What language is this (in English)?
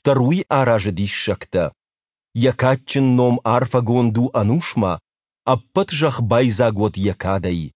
Ossetic